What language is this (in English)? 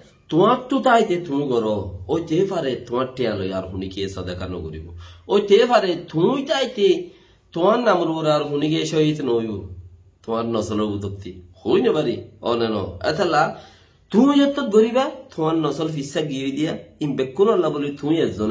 Rohingya